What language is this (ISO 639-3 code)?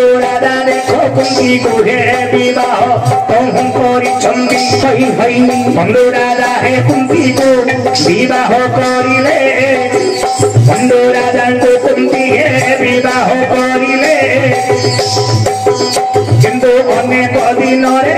ori